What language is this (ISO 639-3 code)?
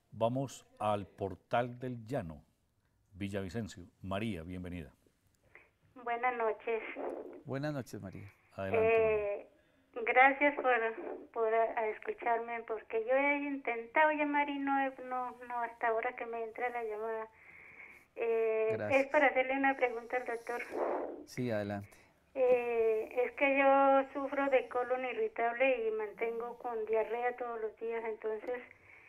spa